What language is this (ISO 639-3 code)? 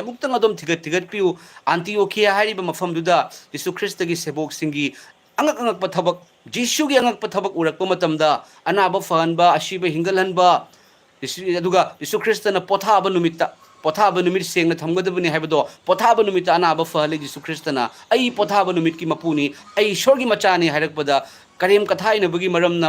mni